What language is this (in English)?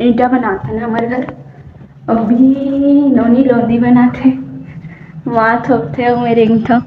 Chhattisgarhi